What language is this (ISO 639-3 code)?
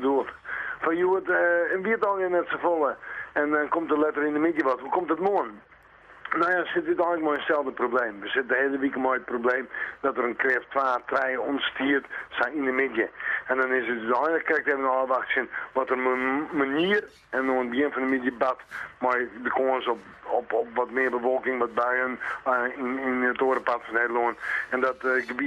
fry